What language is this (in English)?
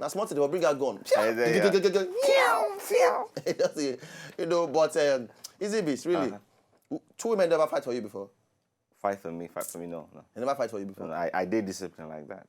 Nigerian Pidgin